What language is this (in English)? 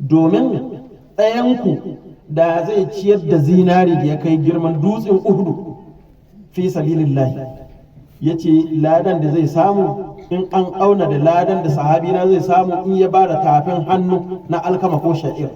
Hausa